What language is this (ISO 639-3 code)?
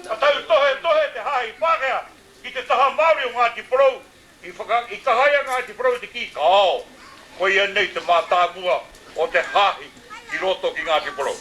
mri